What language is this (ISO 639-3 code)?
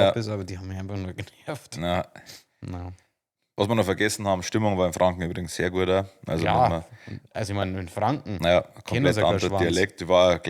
bar